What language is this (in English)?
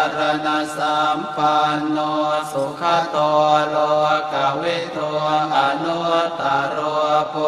Pali